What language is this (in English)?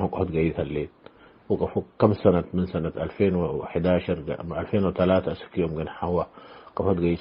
Tigre